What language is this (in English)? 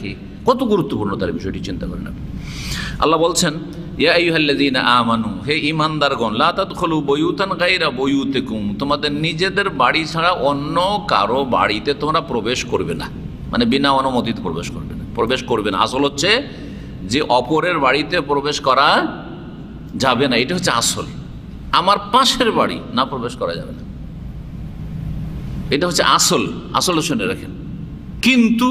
Bangla